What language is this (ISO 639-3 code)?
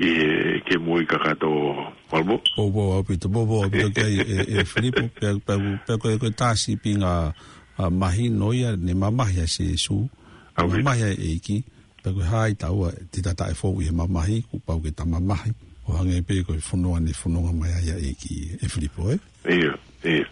ton